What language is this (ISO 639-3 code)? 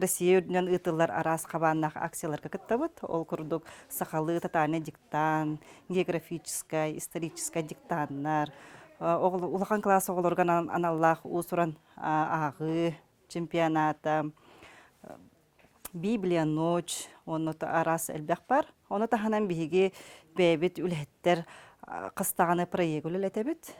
sah